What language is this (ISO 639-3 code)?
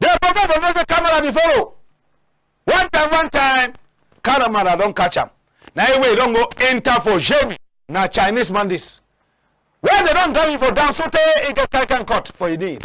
wes